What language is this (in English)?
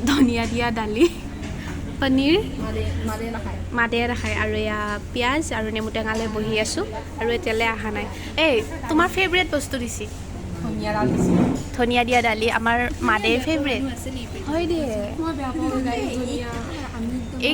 Assamese